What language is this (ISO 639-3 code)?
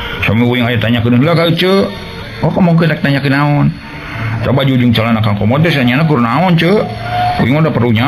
sun